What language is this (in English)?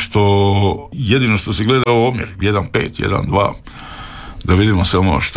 Croatian